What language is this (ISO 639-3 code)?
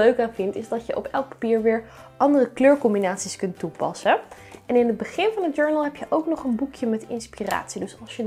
nld